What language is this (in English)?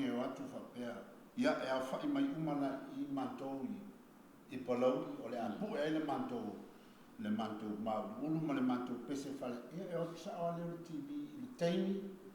Samoan